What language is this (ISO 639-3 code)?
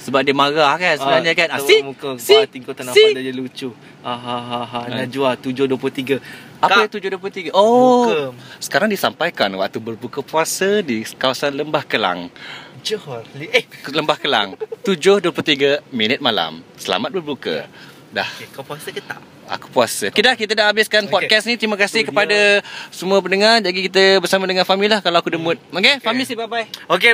msa